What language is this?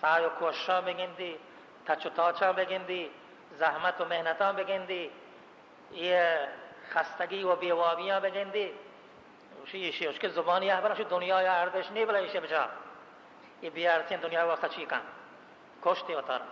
Baluchi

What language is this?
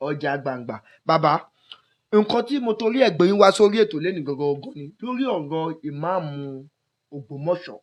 Yoruba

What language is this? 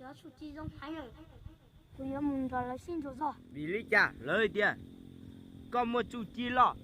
Hmong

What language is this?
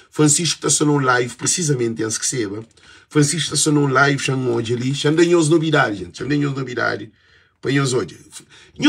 Kabuverdianu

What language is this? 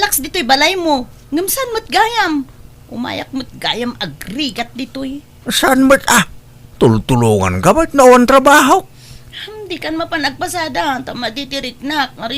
Iloko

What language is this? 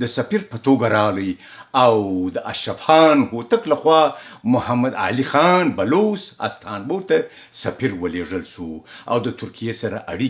Pashto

